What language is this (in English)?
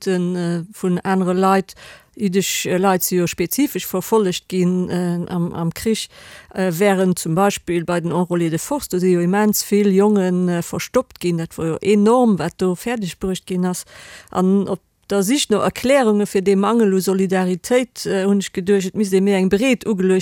Luxembourgish